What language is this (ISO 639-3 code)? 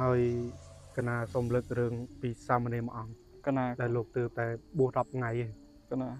khm